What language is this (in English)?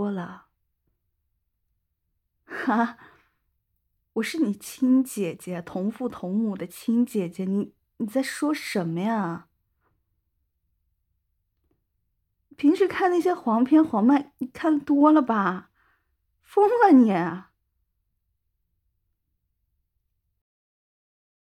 Chinese